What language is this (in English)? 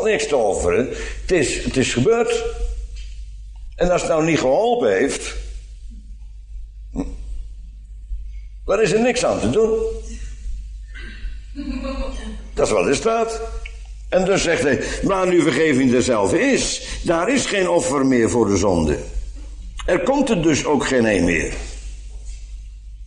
Dutch